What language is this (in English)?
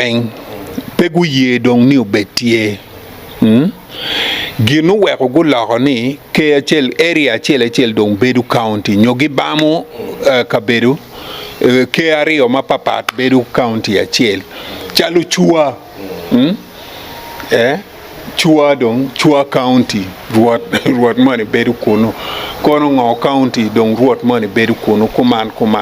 Acoli